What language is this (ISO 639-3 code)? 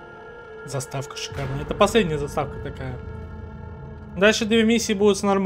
rus